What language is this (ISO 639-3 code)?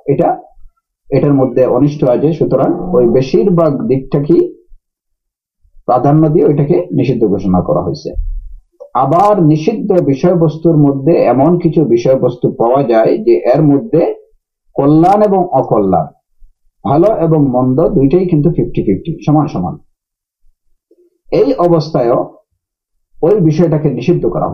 ben